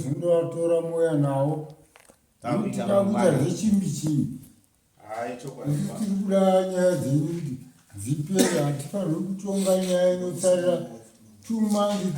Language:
Shona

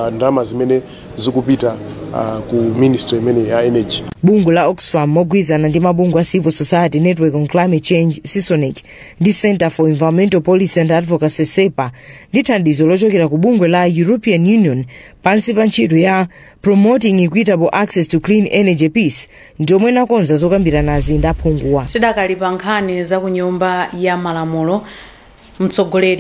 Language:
Nyanja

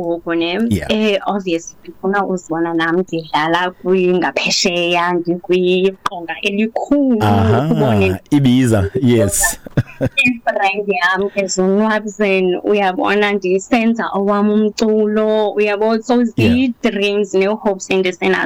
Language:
Xhosa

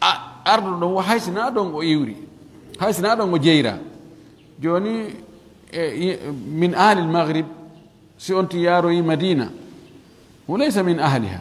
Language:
Fula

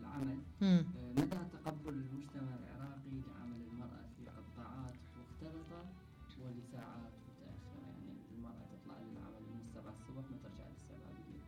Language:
Mesopotamian Arabic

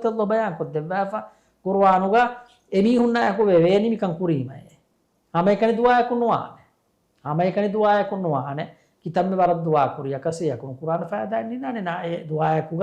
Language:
Divehi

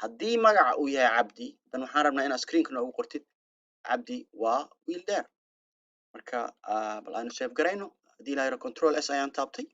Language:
Somali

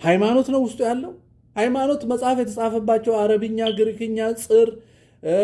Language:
Amharic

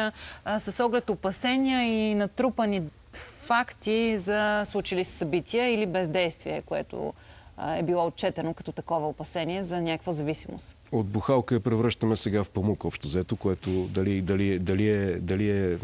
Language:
Bulgarian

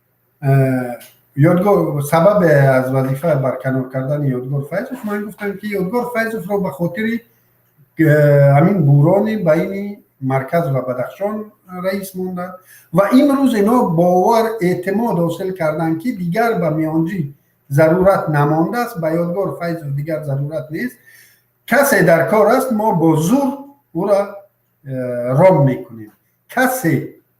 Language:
Tajik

